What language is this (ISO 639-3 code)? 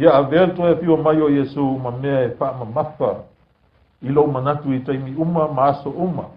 smo